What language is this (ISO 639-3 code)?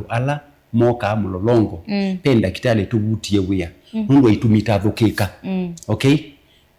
kam